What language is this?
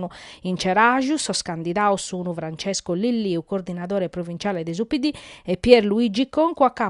Sardinian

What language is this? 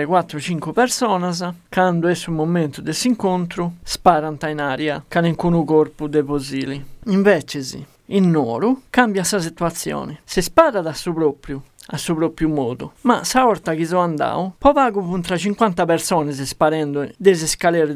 Sardinian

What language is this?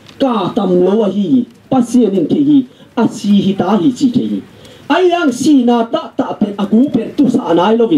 Tedim Chin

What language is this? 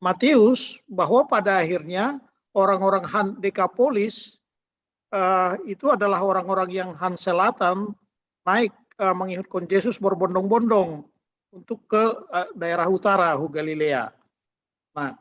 Batak Simalungun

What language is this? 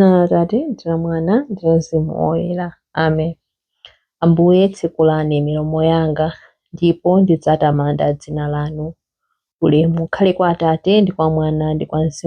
Nyanja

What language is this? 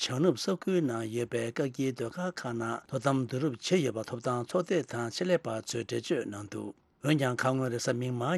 Tibetan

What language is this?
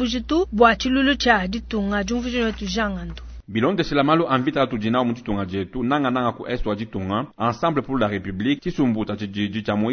Luba-Lulua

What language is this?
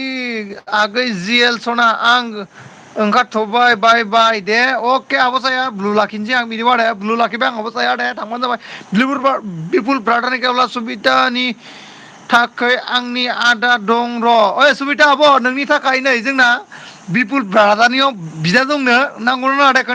Bodo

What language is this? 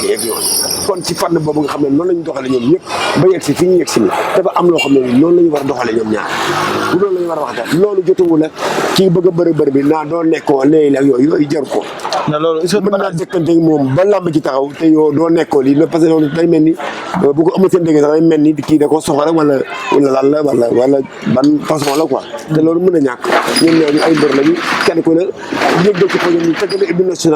Wolof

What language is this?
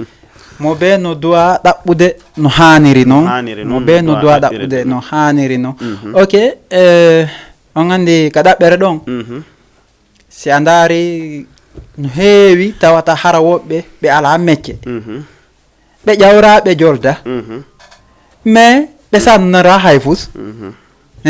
Fula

